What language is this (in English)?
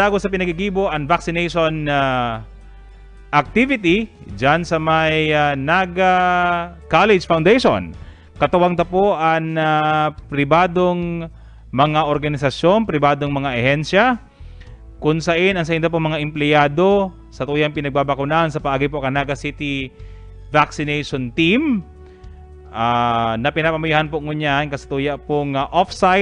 Bikol